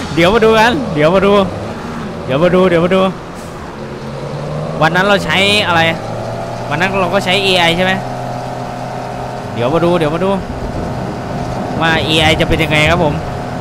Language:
Thai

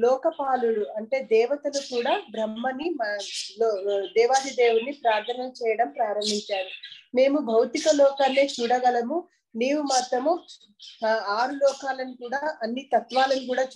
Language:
Telugu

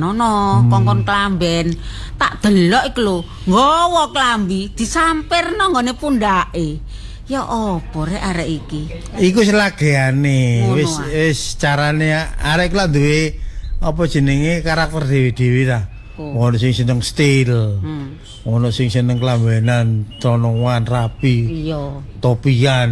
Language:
Javanese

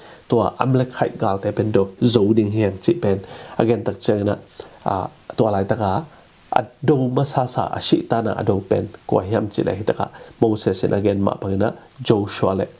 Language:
Tedim Chin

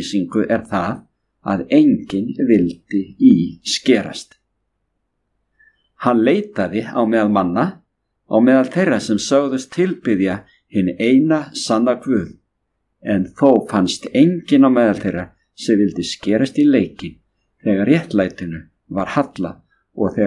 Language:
Icelandic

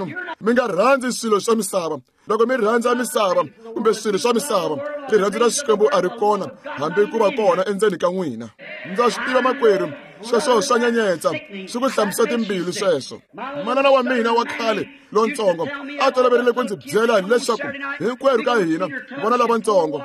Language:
Tsonga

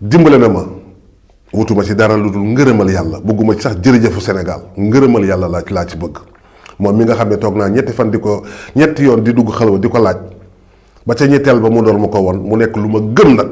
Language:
Wolof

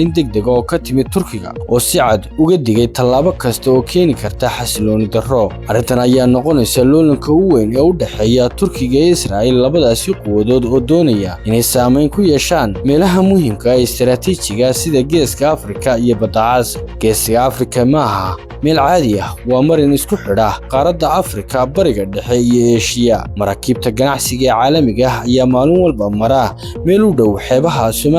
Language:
Somali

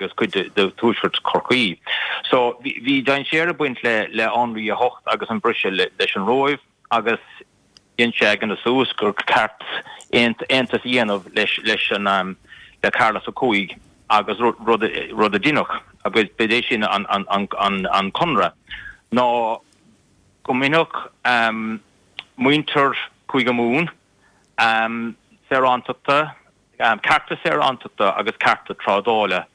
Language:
Irish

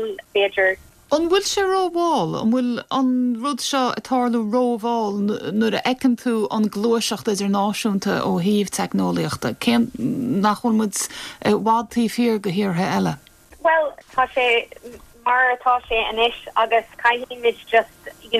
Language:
Irish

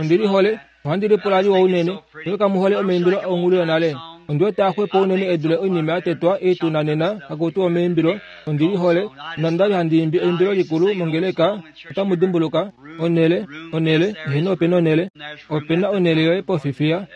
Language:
Kuanyama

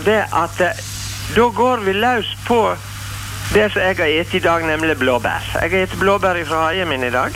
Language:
Norwegian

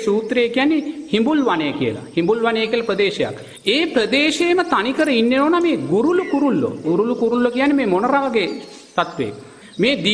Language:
Sinhala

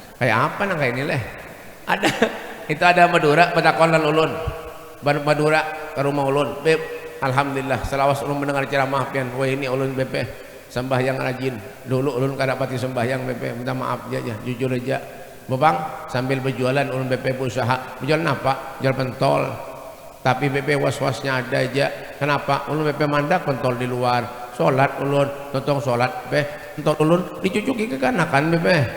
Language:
Banjar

